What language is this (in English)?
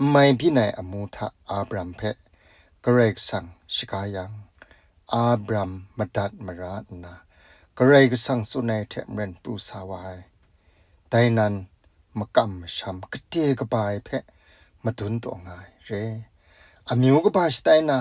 Kachin